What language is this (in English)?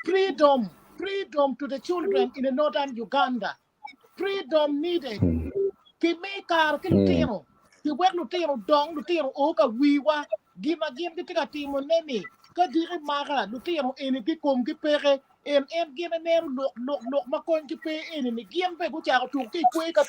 Acoli